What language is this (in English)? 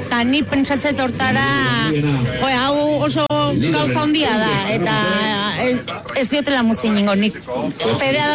Basque